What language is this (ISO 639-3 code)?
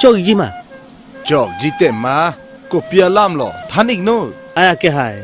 mjw